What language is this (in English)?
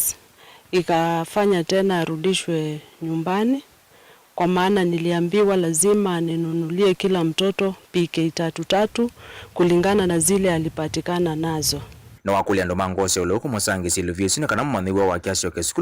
Kamba